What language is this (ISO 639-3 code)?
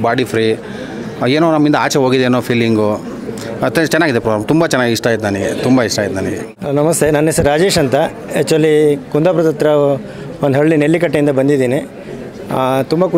kan